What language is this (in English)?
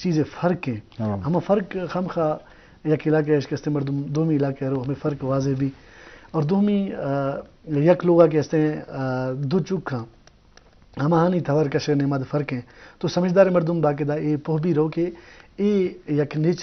Eastern Balochi